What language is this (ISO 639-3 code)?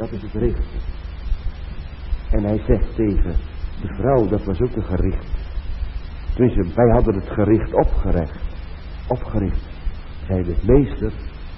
nld